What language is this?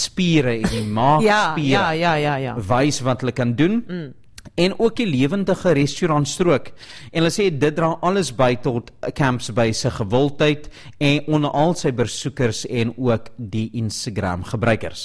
Afrikaans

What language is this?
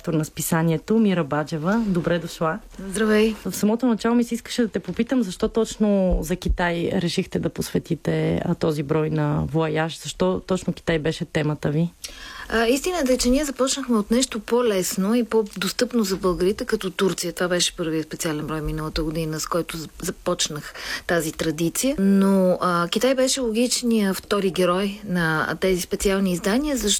Bulgarian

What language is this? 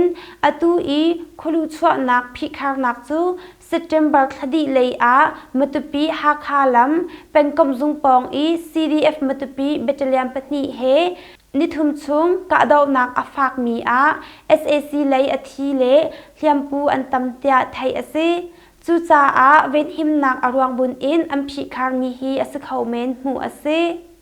Hakha Chin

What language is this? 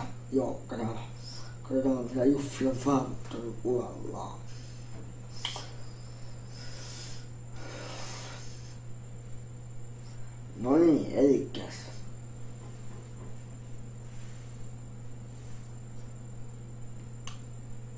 Finnish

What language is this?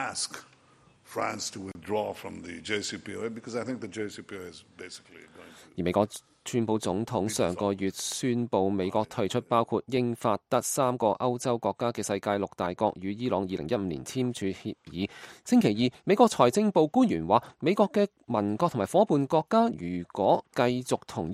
Cantonese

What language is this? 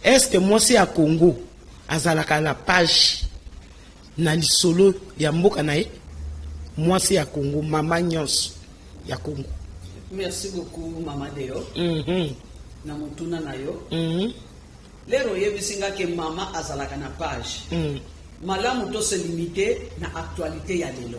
Lingala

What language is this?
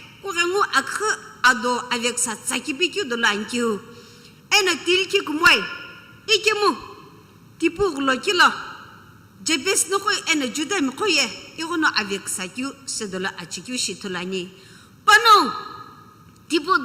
Sumi Naga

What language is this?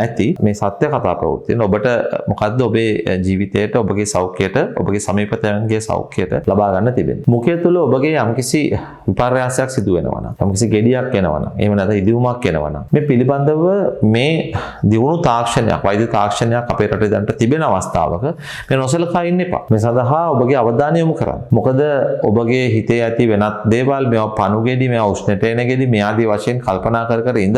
Sinhala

